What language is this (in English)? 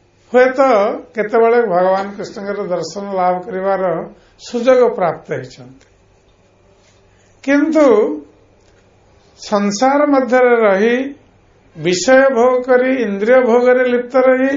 Odia